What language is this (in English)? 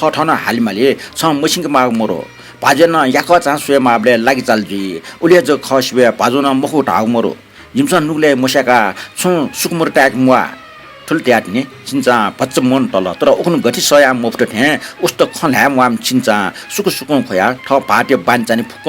Newari